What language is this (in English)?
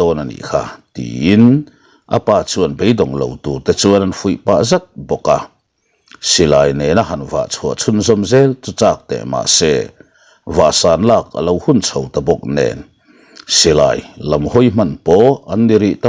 Mizo